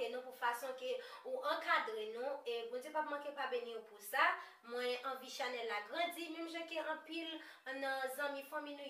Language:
Haitian Creole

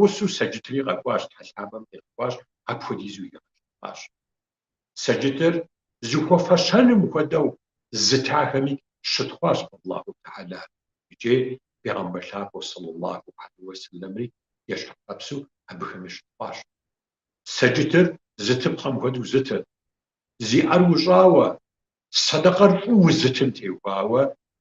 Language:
Kabardian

